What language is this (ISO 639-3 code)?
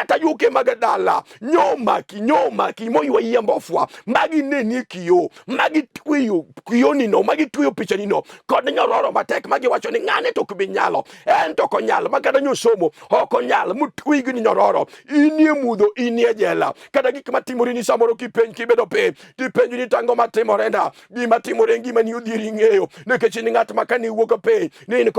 luo